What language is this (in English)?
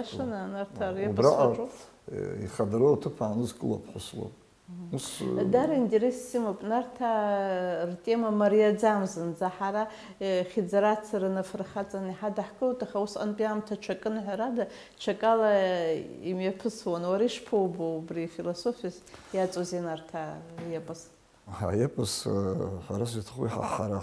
Abkhazian